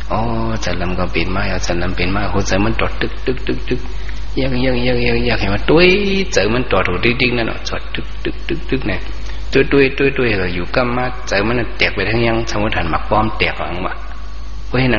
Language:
Shan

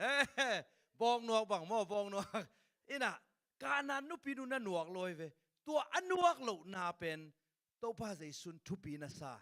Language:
Tedim Chin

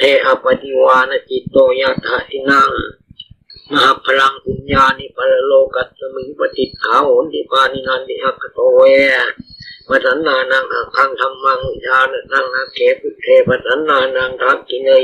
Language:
Pali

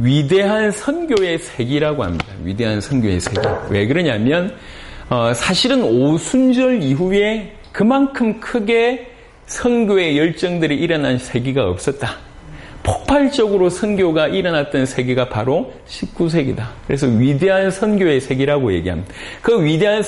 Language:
Korean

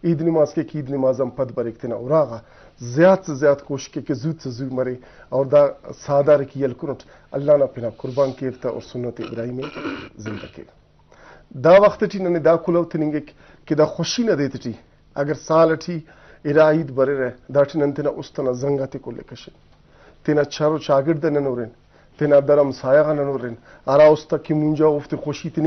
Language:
Brahui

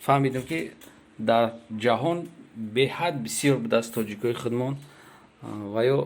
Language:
Tajik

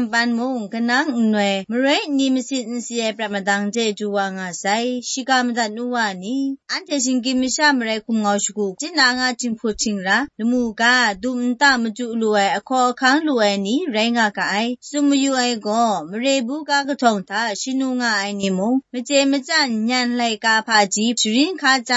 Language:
Kachin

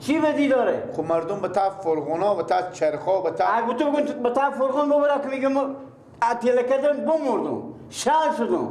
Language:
Persian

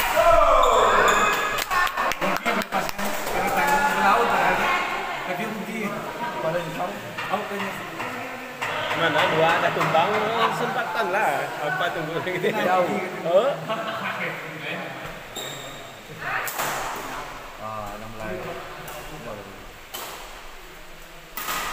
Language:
Indonesian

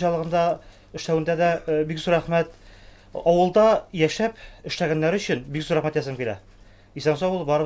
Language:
Tatar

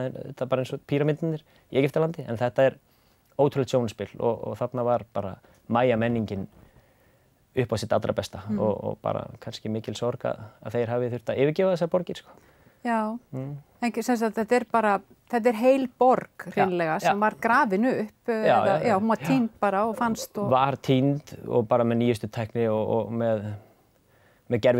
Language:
Icelandic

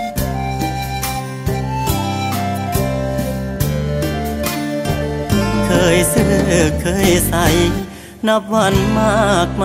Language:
Thai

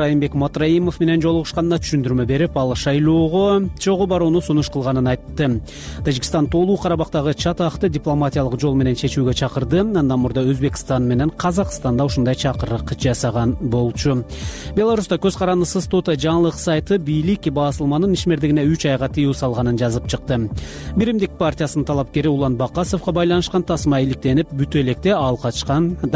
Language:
Kyrgyz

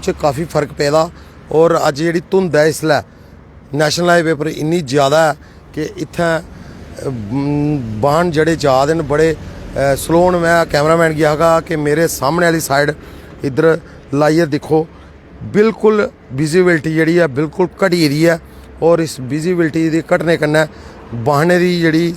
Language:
Dogri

